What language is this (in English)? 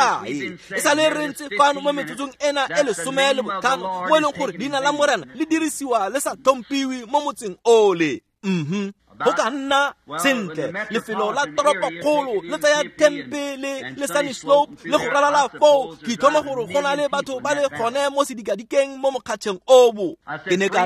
Tswana